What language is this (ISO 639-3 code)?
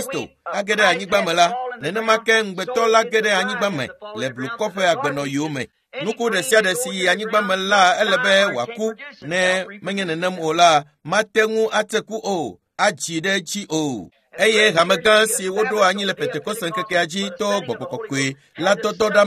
ewe